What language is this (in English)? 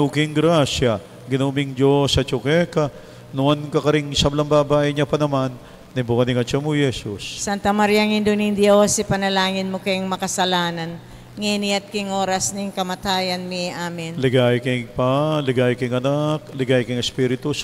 Pampanga